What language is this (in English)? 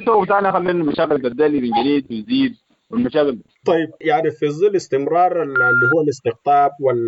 Sudanese Arabic